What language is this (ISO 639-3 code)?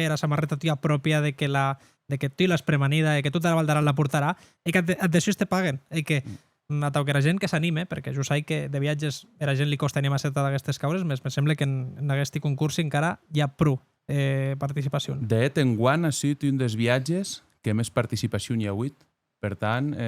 oci